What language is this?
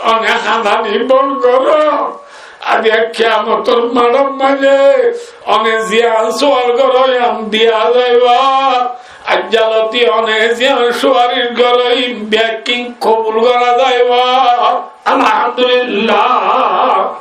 Rohingya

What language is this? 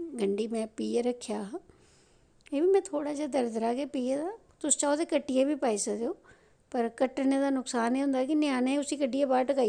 Dogri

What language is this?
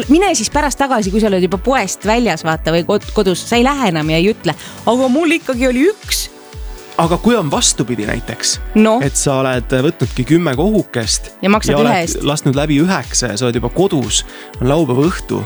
Estonian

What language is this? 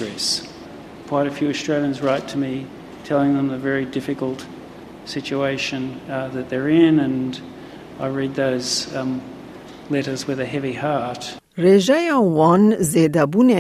Kurdish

